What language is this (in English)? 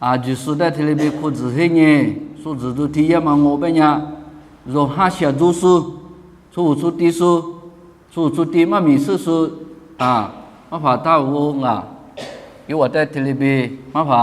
Lisu